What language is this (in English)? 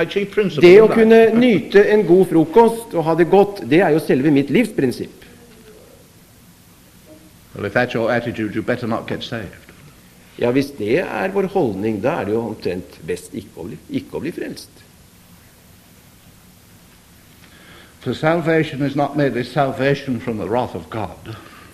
Norwegian